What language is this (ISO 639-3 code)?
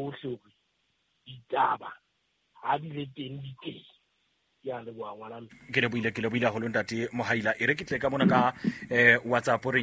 sot